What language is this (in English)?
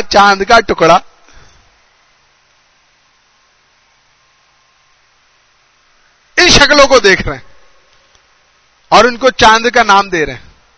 Urdu